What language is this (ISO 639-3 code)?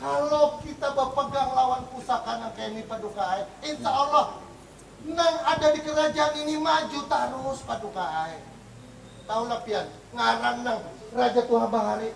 bjn